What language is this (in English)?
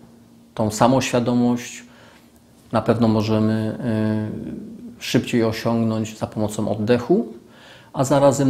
Polish